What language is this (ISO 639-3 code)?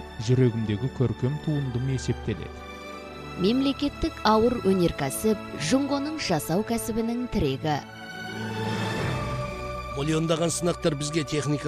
kaz